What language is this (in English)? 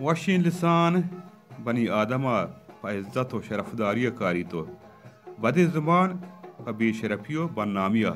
Baluchi